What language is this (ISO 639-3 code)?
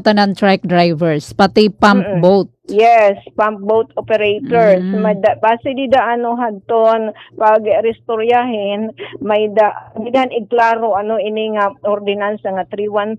war